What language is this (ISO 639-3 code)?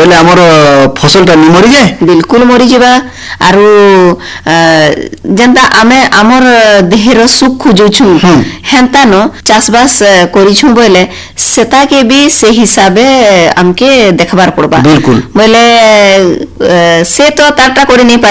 ori